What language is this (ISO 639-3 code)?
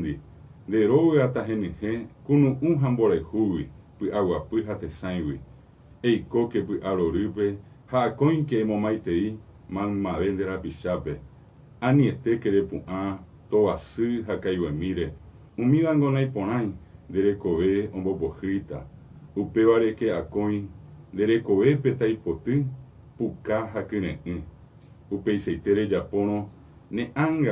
grn